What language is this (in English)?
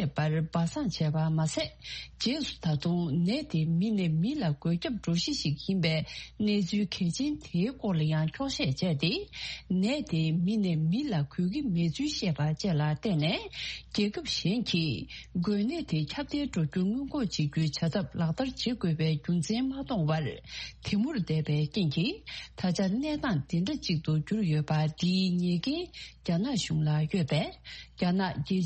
Tibetan